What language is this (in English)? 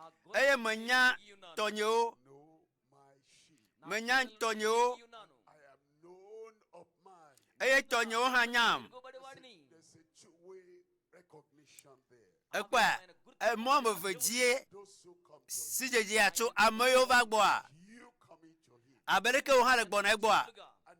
Ewe